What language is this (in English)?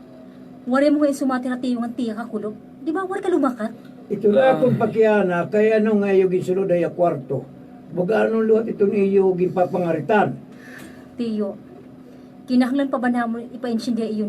Waray